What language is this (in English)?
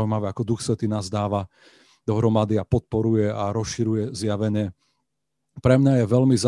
Slovak